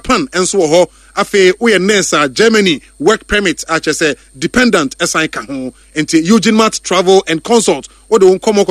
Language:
Akan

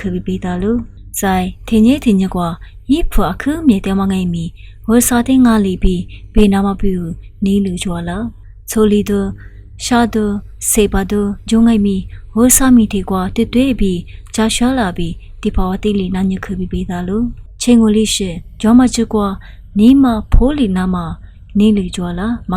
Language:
Lisu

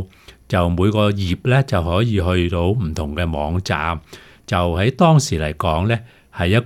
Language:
Cantonese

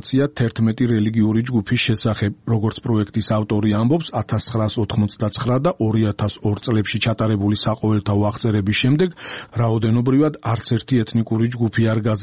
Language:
Georgian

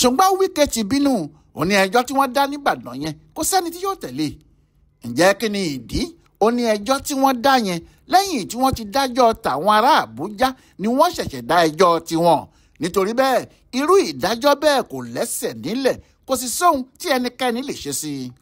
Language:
Yoruba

